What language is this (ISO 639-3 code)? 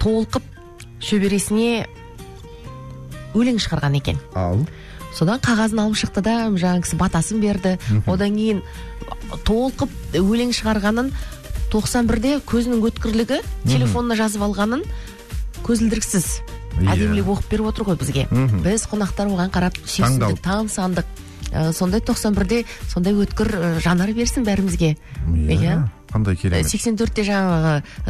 kaz